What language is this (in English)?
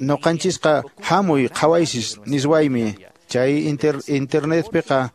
Quechua